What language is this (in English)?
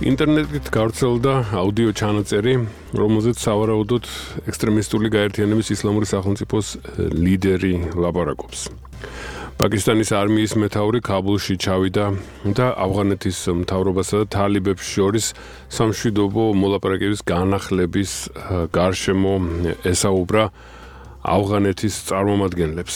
Georgian